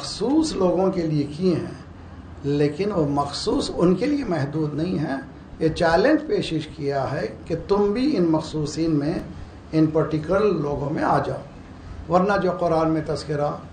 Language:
Urdu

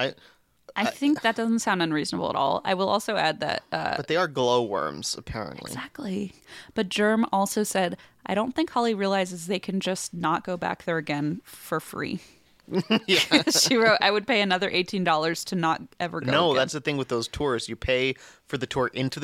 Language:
English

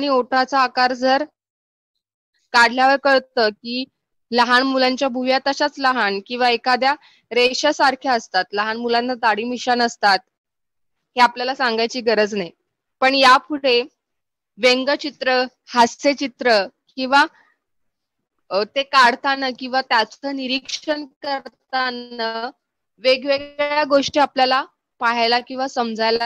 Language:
Marathi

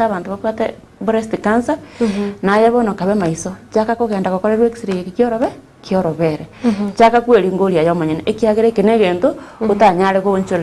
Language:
Gusii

